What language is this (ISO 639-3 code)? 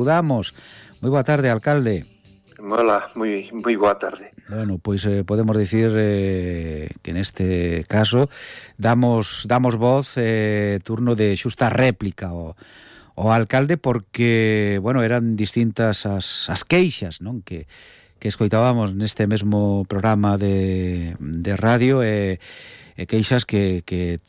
glg